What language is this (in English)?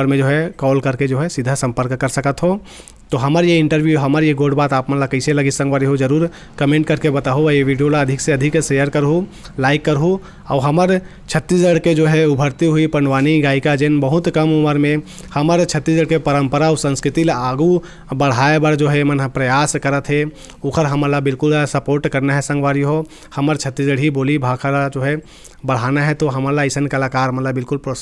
Chhattisgarhi